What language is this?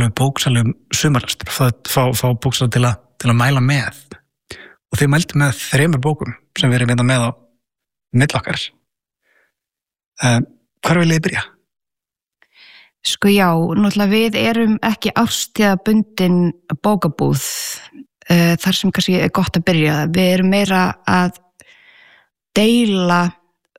Icelandic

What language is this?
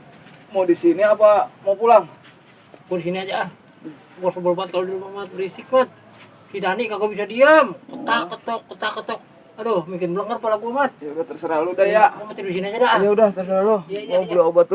Betawi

